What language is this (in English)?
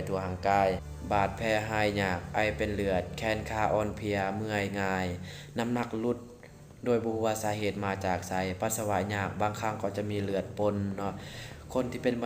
Lao